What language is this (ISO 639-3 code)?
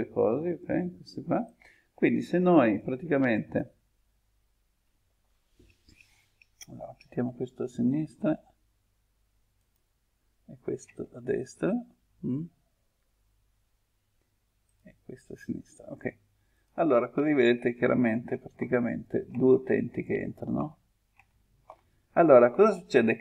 ita